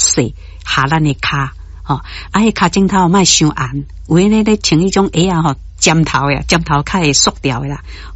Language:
Min Nan Chinese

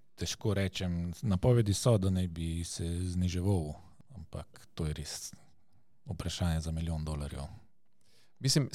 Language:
Slovenian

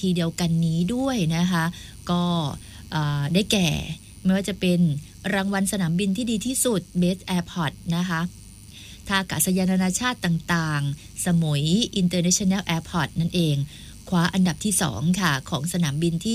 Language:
Thai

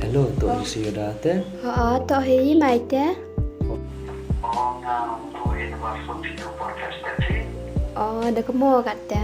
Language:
Khasi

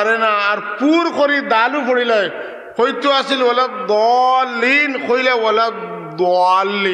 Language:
Sylheti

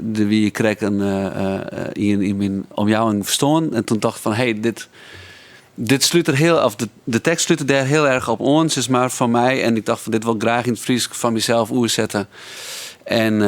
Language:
Western Frisian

